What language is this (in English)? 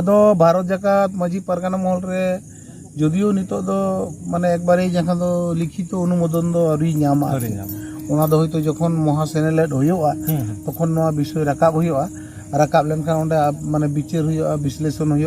Santali